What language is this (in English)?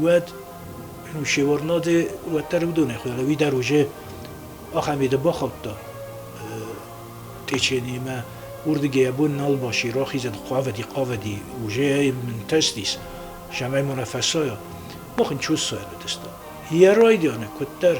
Ossetic